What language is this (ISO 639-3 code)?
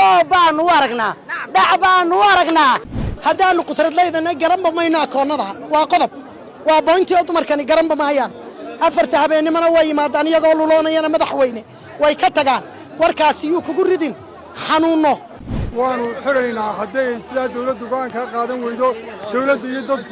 som